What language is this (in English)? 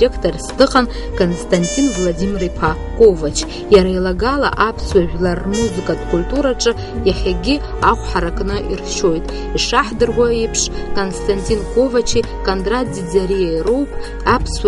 Abkhazian